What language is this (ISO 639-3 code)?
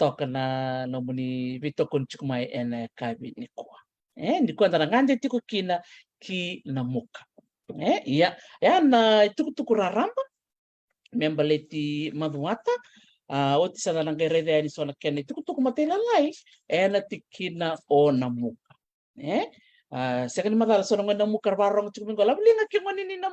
fij